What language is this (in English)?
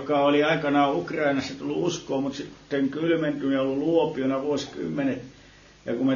Finnish